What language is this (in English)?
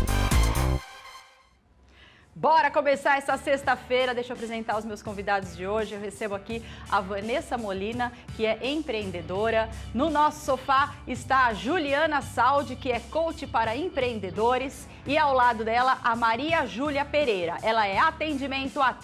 Portuguese